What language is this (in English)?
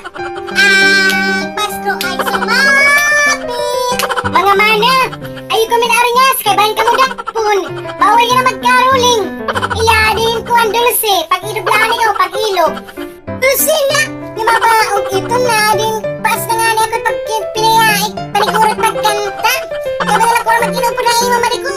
Waray